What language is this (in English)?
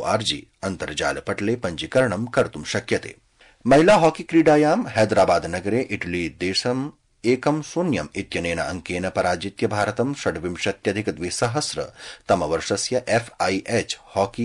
Sanskrit